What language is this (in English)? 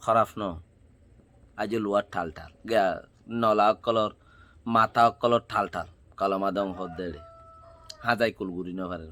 Rohingya